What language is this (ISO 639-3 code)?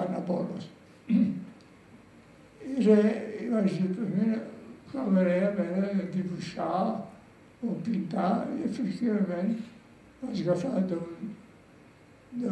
cat